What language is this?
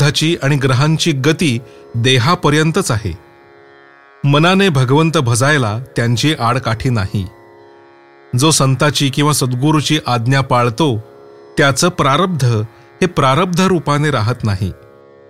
Marathi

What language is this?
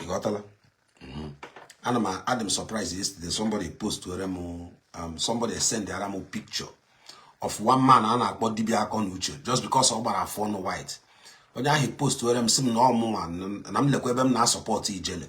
Igbo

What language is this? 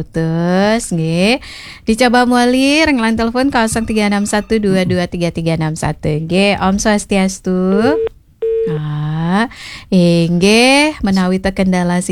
Balinese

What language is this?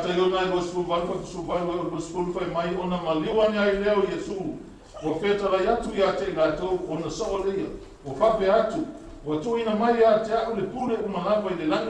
Samoan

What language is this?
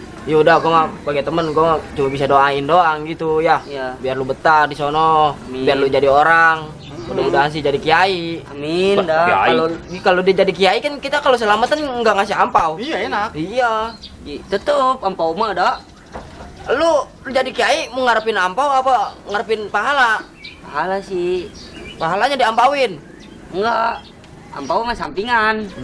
Betawi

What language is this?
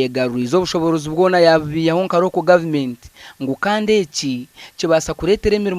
Nyankole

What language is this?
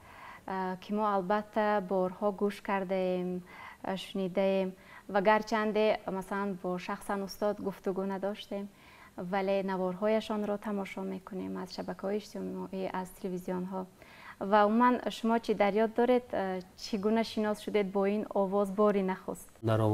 Persian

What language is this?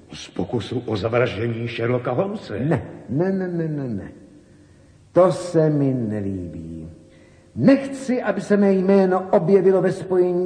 Czech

